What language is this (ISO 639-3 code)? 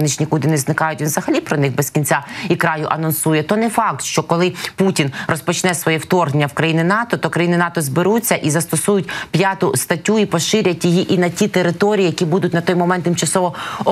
ukr